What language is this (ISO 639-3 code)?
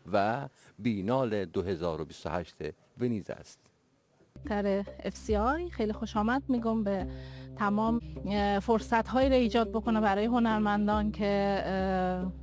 fas